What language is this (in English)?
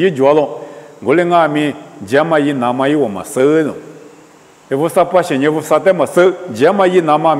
Lisu